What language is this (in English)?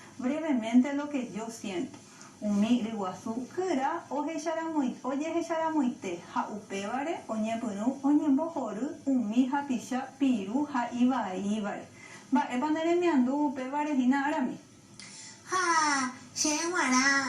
Guarani